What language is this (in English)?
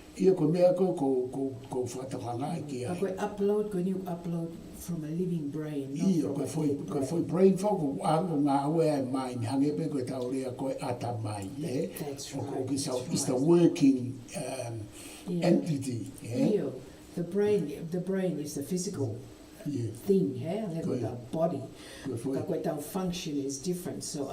Tongan